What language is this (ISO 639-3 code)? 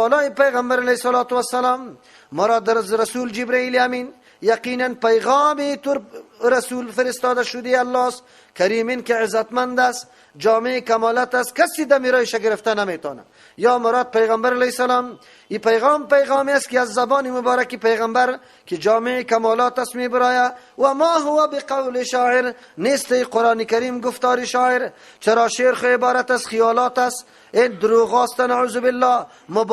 fas